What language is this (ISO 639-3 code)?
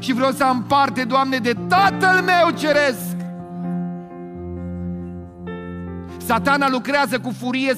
ron